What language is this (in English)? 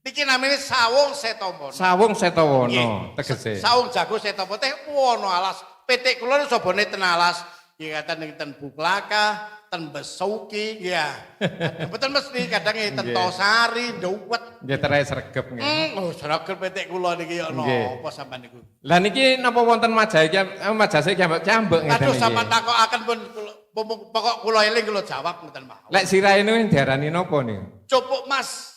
Javanese